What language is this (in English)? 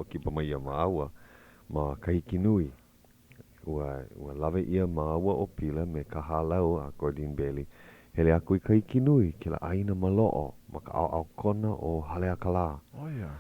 Hawaiian